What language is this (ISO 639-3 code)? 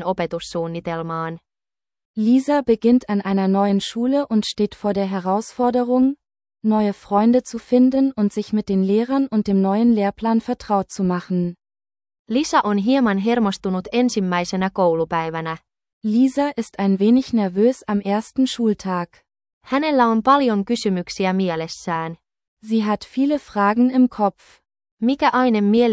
fin